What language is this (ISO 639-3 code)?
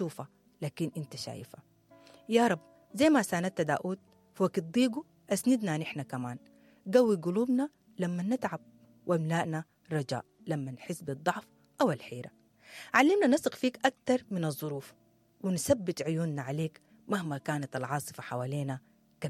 apd